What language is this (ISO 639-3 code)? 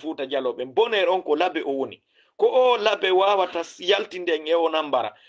ful